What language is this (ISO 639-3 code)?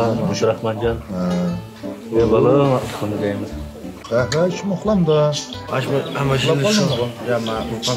uig